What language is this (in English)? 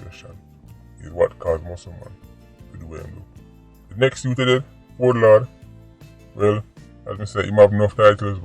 Jamaican Creole English